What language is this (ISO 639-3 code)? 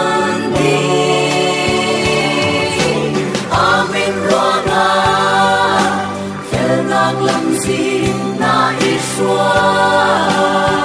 cfm